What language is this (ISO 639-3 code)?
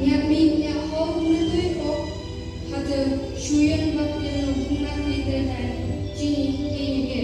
nph